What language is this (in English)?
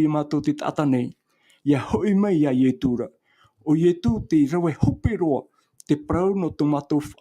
Tahitian